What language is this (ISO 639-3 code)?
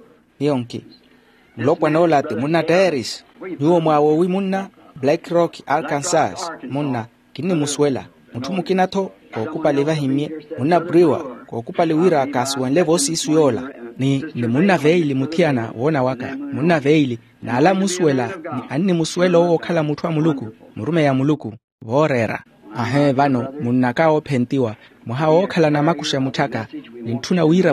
vmw